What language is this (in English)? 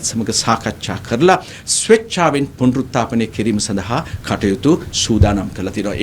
Sinhala